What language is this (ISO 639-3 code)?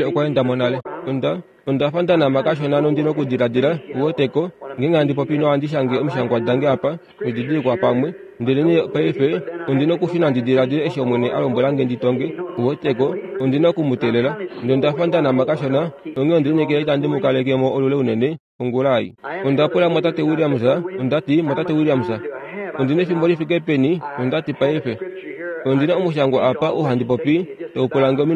kua